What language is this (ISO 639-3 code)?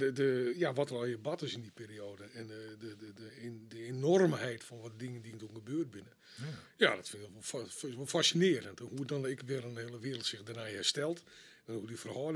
fry